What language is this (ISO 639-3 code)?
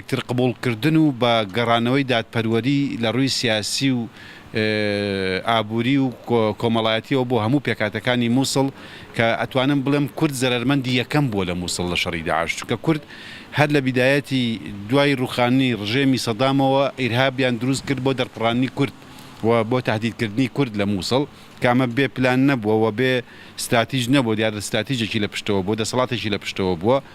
ckb